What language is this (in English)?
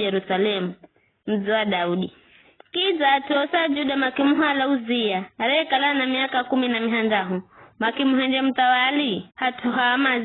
Giryama